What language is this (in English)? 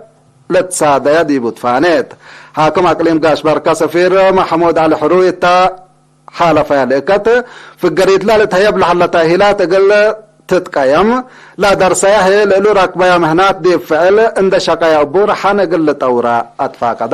Tigre